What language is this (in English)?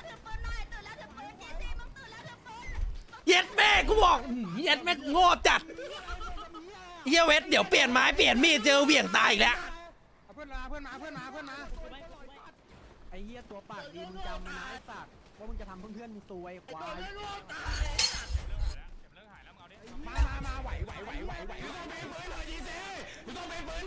Thai